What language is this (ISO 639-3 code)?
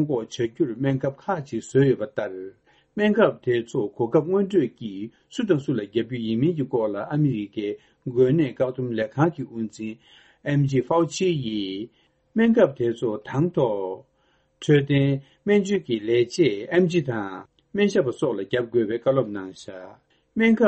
bod